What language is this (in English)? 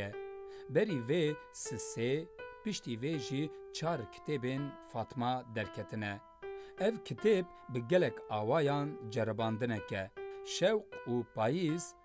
Kurdish